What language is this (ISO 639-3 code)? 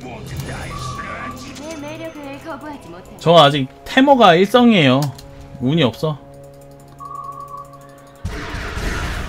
kor